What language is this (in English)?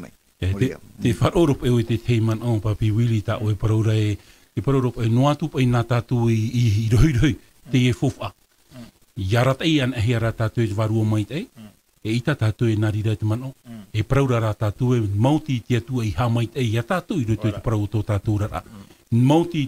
Tahitian